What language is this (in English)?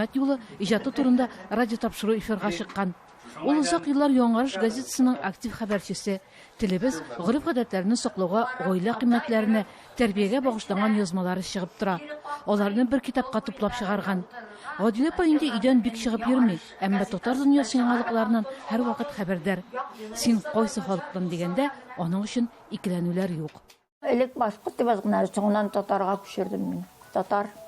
Tatar